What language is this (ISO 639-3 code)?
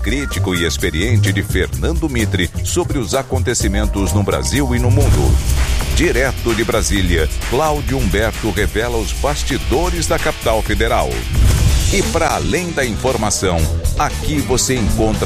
por